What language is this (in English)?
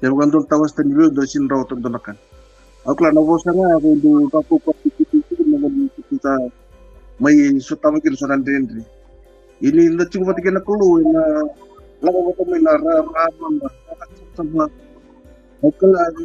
Fijian